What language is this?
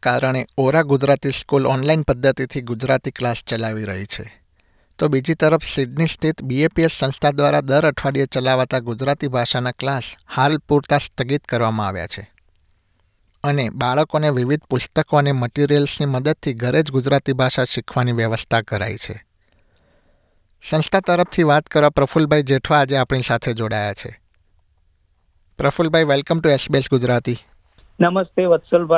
Gujarati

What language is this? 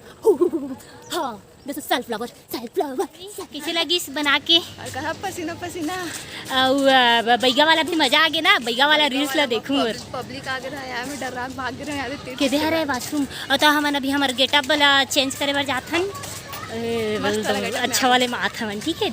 Chhattisgarhi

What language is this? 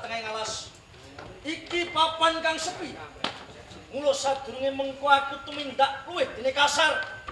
Javanese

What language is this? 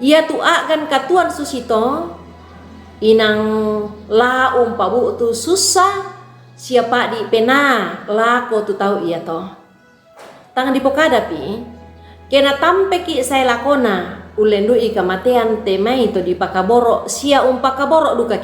Toraja-Sa'dan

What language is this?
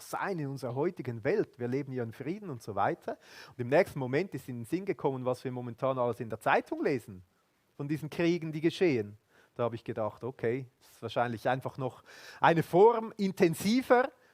Swiss German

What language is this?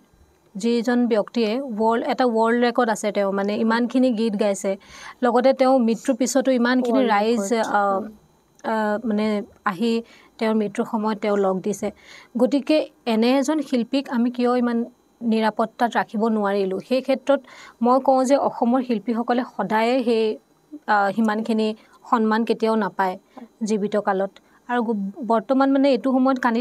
Assamese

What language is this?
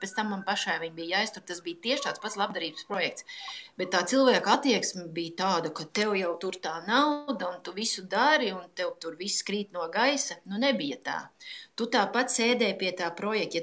Latvian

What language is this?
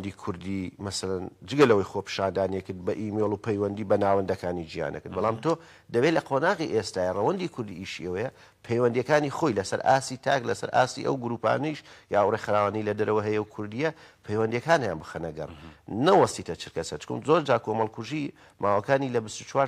Central Kurdish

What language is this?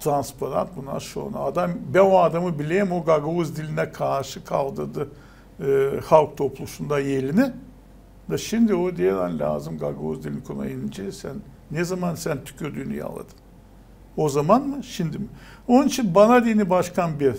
Gagauz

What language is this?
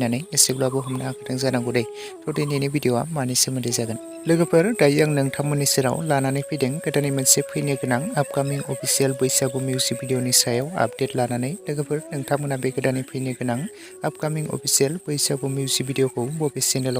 Bodo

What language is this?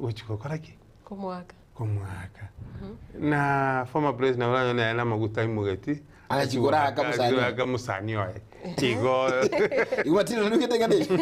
Gusii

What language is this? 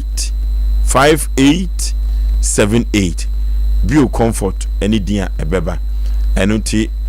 Akan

